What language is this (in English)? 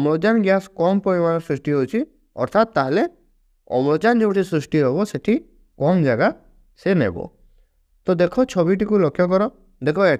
Odia